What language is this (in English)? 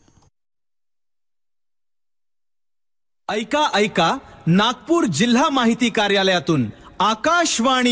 Marathi